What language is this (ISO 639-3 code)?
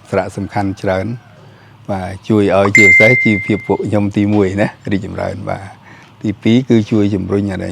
khm